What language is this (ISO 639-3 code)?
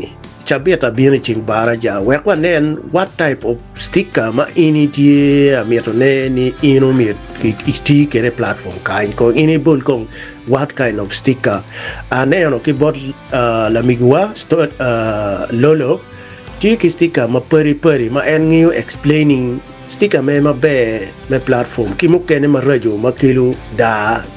ach